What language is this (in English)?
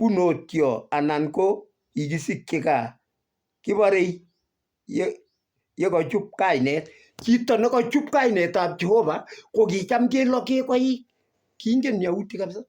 Kalenjin